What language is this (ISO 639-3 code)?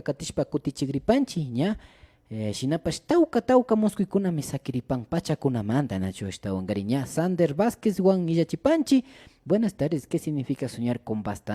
qvi